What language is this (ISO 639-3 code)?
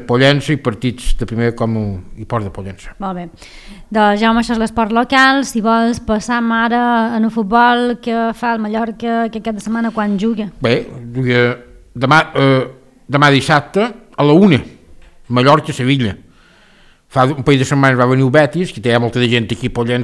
cat